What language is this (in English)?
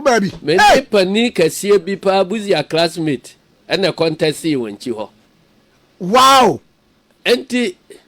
Akan